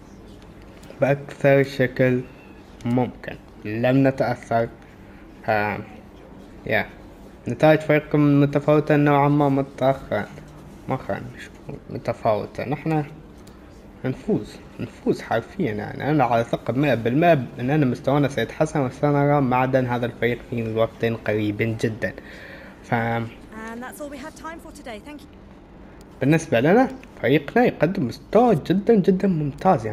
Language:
Arabic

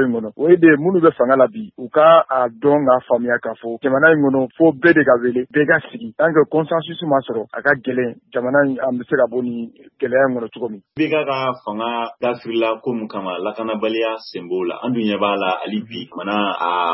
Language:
Bambara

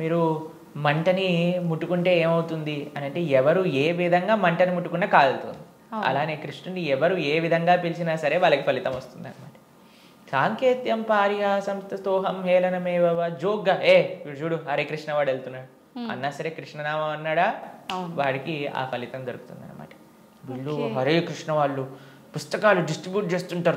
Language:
Telugu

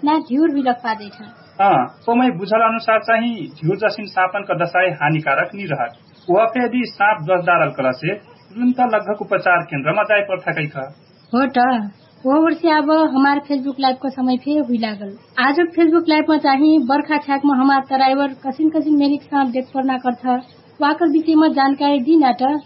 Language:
Dangaura Tharu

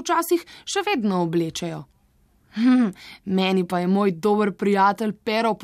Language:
Slovenian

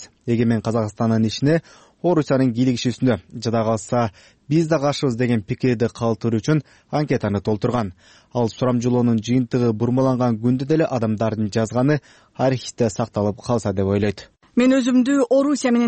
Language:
Kyrgyz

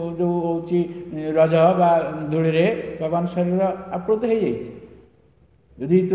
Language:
Odia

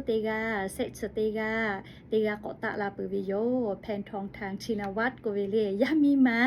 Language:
Lahu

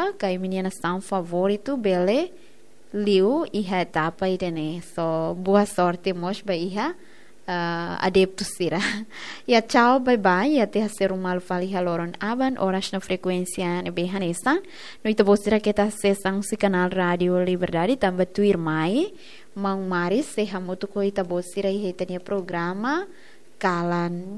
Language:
Tetum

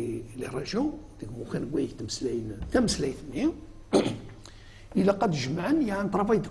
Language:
Kabyle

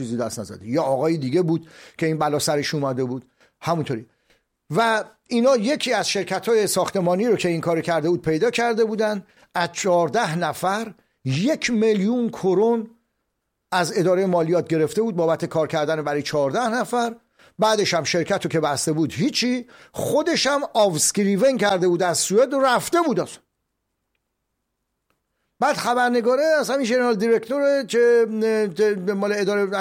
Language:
Persian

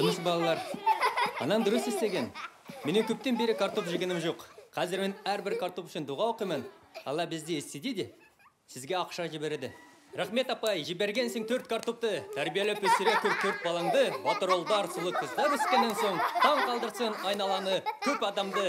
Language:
Bashkir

